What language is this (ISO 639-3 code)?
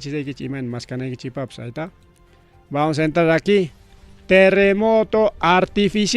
quy